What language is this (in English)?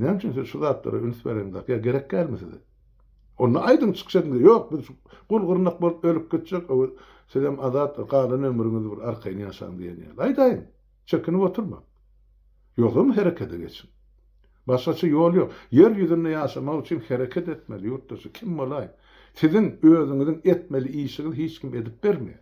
Turkmen